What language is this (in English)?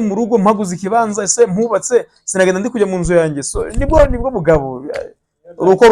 Kinyarwanda